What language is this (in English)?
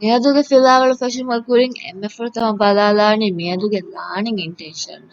Divehi